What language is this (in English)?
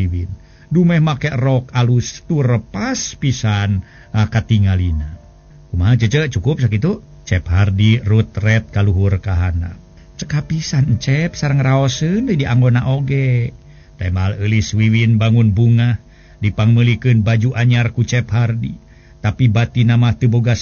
Sundanese